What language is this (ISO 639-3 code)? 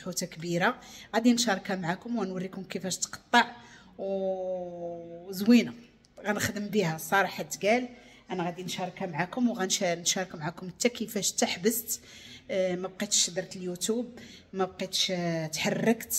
ary